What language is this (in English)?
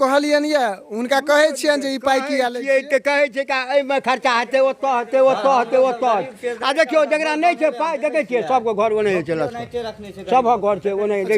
Maithili